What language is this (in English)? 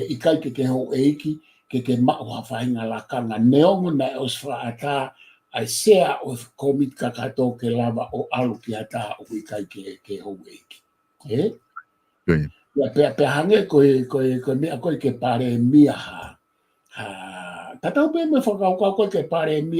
Tongan